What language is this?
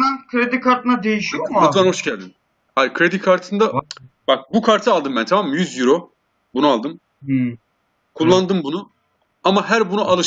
Turkish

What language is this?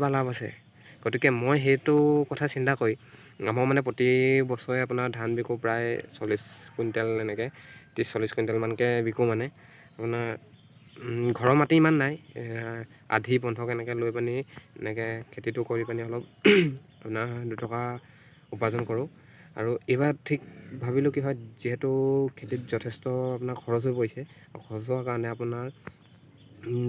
Assamese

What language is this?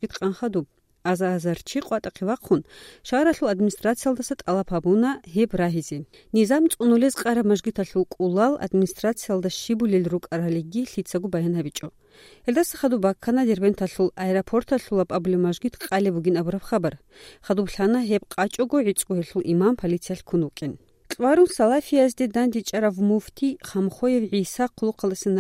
Avaric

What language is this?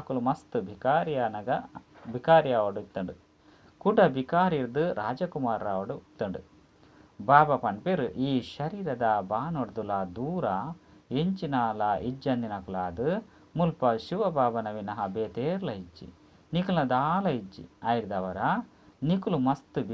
Tulu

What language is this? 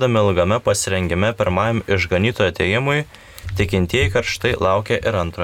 Lithuanian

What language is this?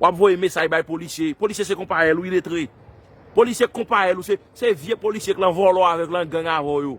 Haitian Creole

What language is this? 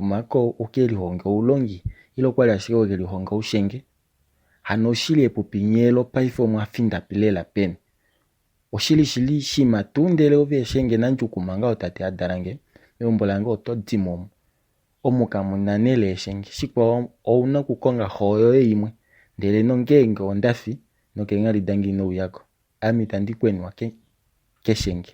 Kuanyama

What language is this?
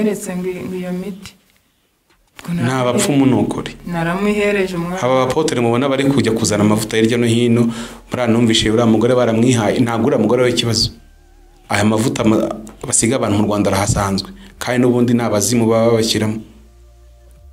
Kinyarwanda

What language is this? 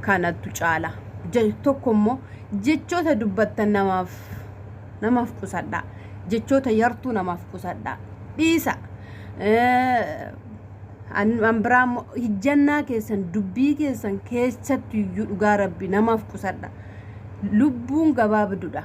Oromo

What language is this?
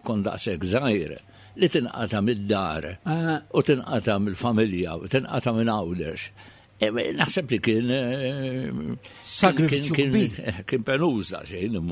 Maltese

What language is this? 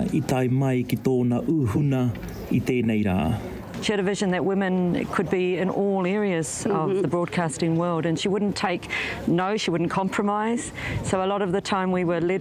Māori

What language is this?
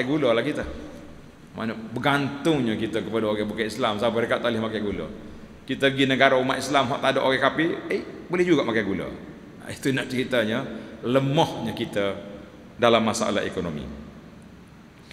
Malay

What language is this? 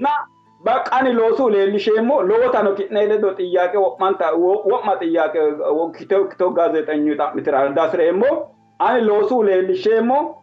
Sidamo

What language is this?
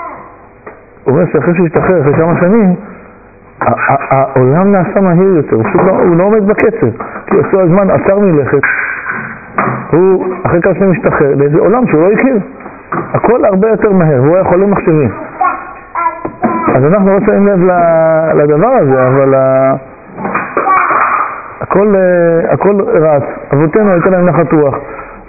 Hebrew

